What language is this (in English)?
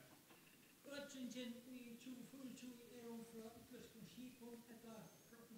Faroese